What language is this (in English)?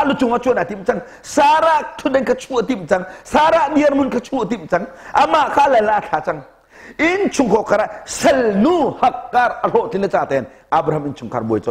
Hakha Chin